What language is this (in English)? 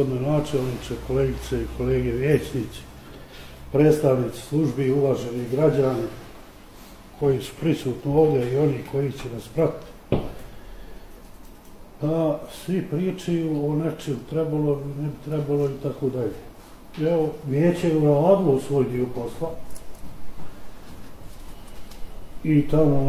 Bosnian